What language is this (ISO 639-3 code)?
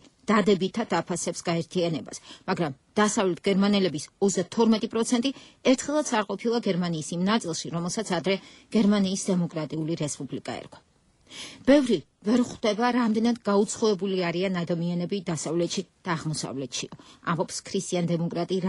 kat